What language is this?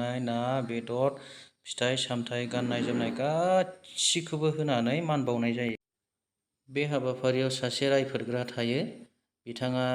Bodo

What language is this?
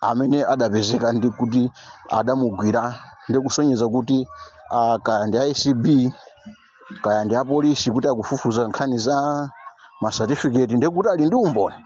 Nyanja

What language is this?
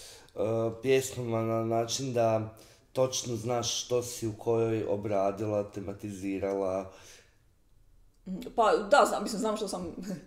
Croatian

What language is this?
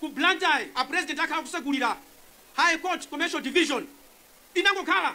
Nyanja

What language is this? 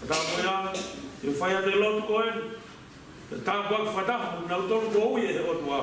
Tongan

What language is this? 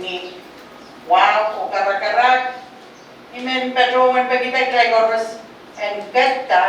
Pohnpeian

